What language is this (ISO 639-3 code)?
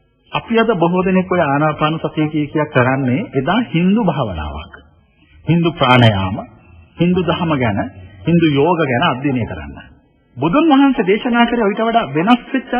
sin